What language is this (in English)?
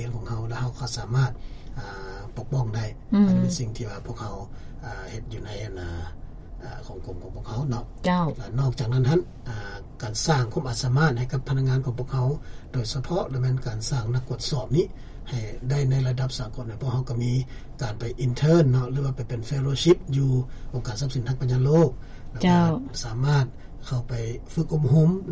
Lao